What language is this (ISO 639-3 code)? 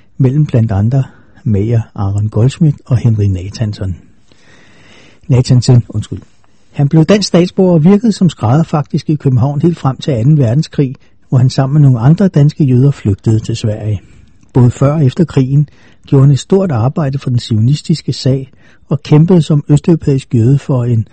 dan